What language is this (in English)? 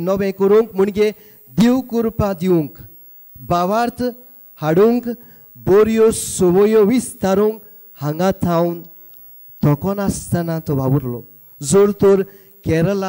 Konkani